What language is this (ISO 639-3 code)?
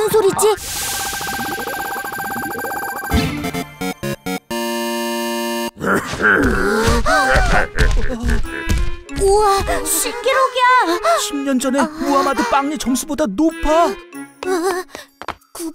kor